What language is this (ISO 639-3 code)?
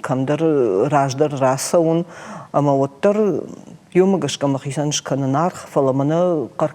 oss